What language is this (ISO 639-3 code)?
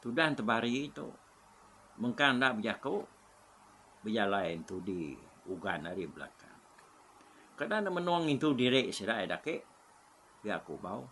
iba